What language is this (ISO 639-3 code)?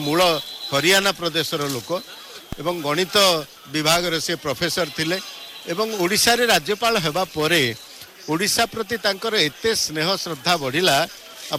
ori